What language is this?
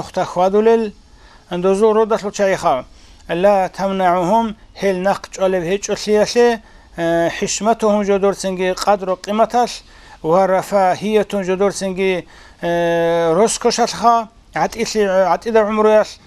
Avaric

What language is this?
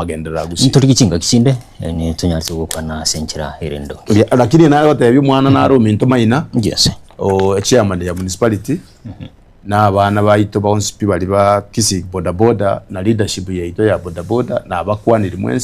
Gusii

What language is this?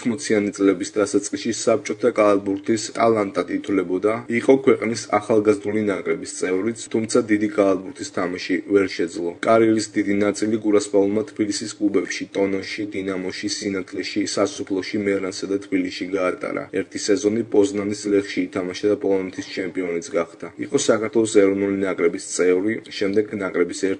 Georgian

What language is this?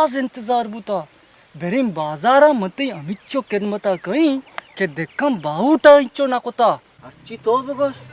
Baluchi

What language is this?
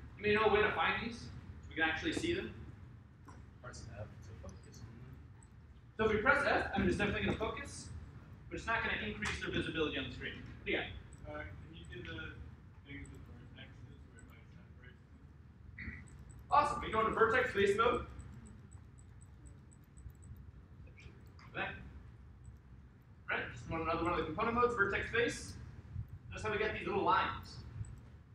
English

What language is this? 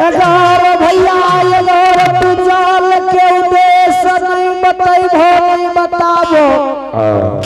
Angika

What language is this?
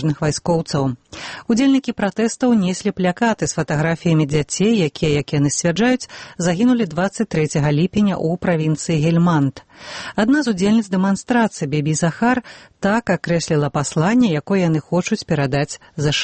Belarusian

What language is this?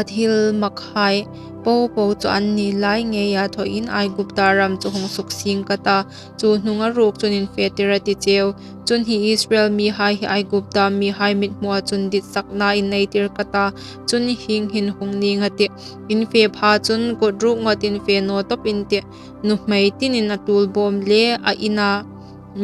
Hmar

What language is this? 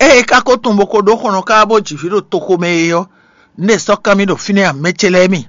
Fon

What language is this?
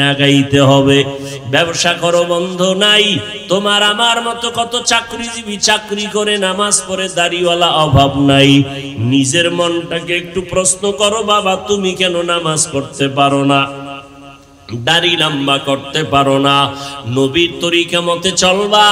Bangla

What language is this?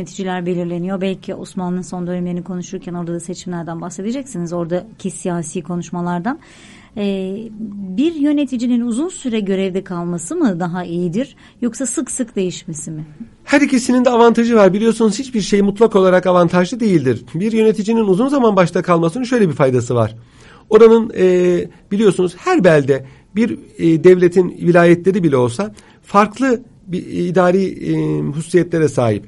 Turkish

